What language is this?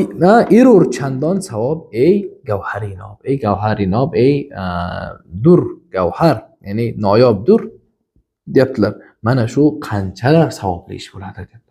Uzbek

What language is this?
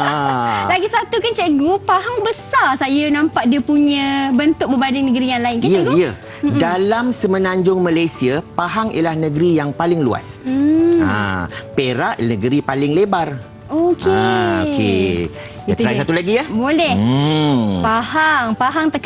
Malay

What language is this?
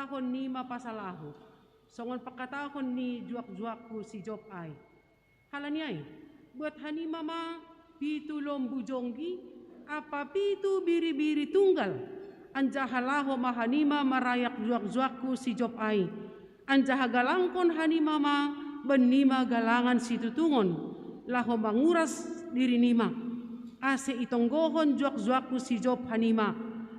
Batak Simalungun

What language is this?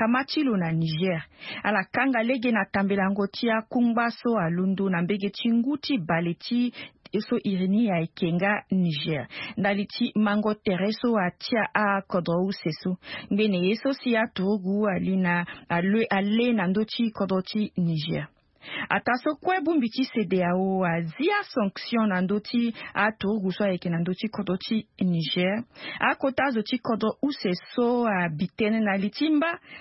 Sango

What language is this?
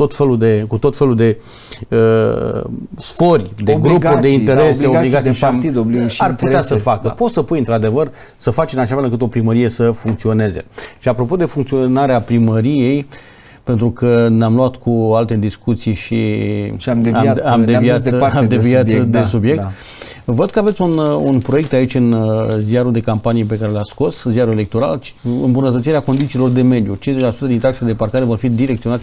Romanian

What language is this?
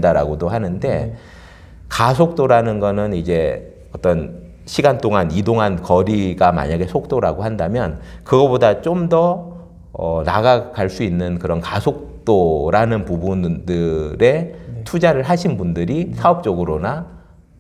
Korean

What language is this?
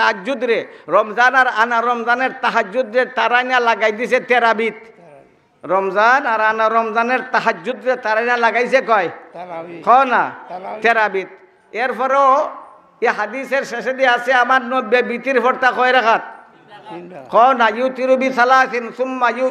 Sylheti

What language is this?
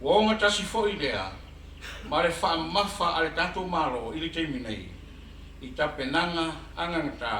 Samoan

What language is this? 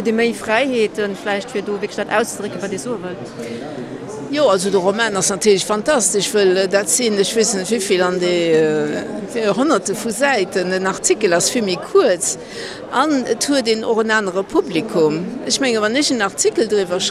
Luxembourgish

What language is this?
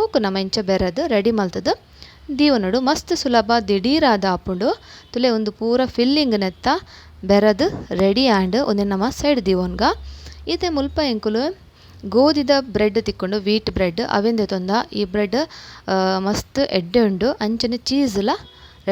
Tulu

